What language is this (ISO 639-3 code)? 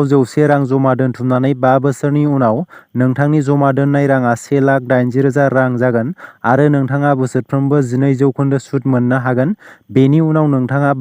brx